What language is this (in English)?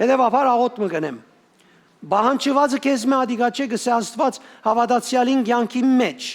Western Armenian